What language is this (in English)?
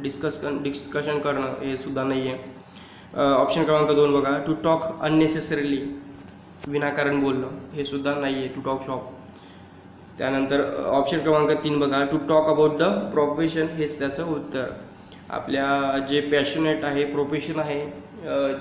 Marathi